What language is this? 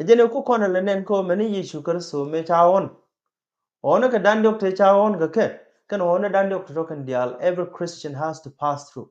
Nuer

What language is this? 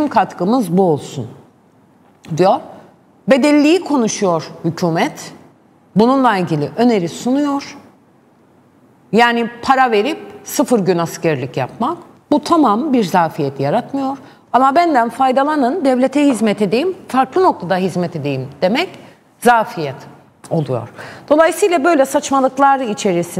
Turkish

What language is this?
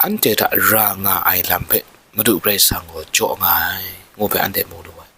Kachin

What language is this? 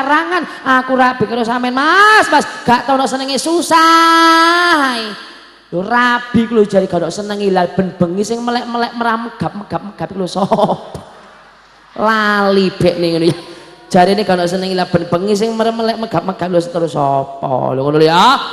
Javanese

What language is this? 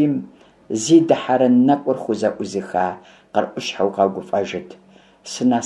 Kabardian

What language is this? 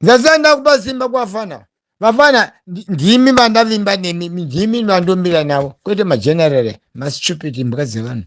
Shona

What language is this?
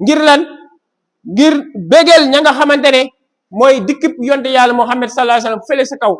Wolof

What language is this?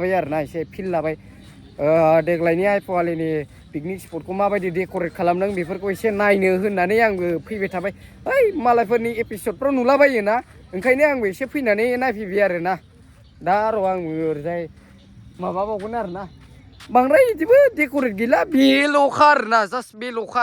Bodo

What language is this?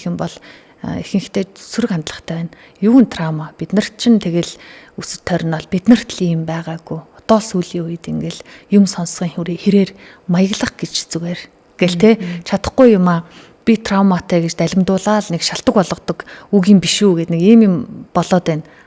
Mongolian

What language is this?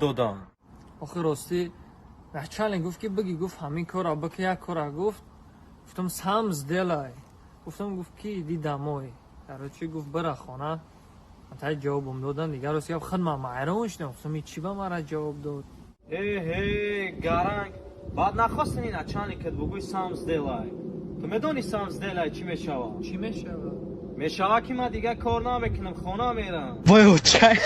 Tajik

